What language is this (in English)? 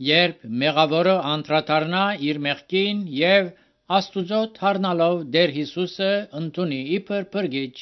Armenian